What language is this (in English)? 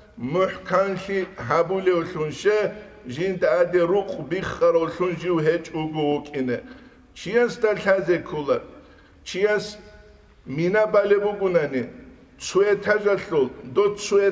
Avaric